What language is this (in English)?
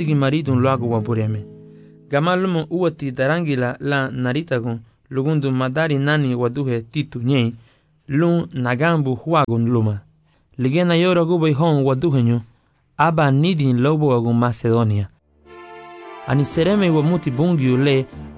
Garifuna